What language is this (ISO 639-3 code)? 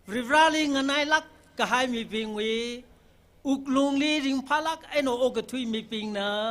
nmf